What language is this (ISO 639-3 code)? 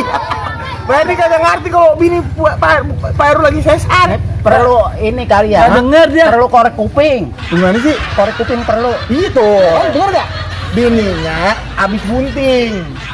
bew